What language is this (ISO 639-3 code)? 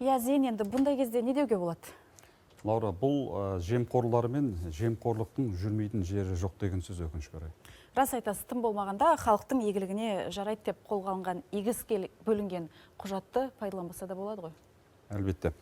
kaz